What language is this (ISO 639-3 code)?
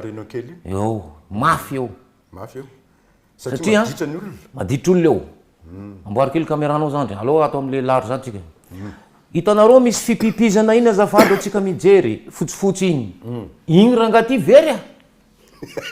mlg